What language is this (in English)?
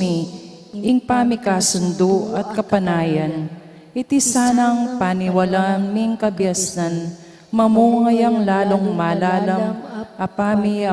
Pampanga